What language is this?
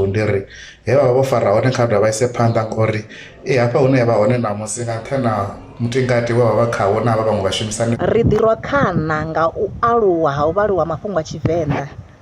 Venda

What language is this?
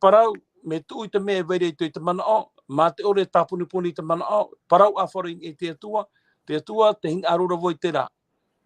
Tahitian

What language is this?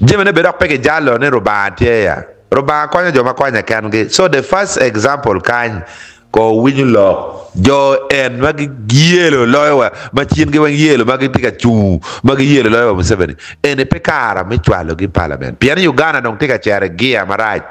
Acoli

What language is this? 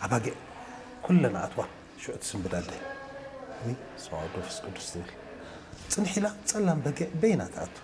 Tigrinya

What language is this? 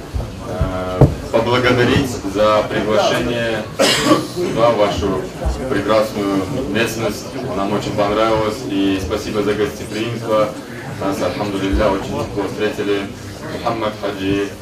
Ingush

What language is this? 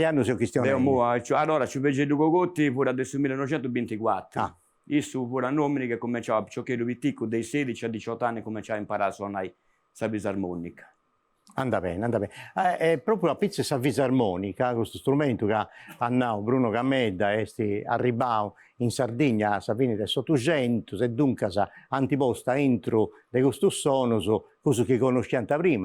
Sardinian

